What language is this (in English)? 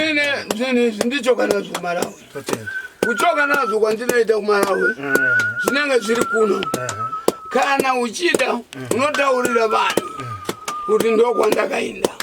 Shona